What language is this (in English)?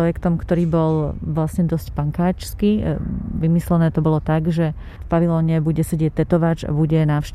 Slovak